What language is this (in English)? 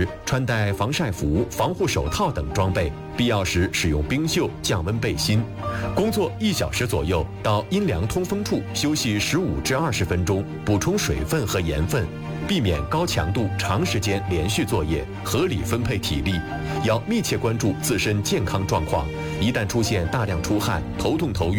Chinese